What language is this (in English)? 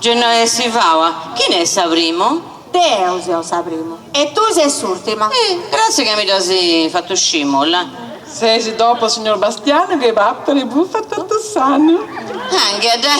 Sardinian